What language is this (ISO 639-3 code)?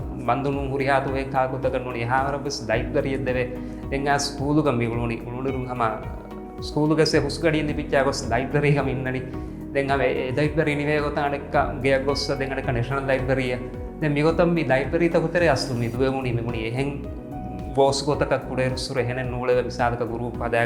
div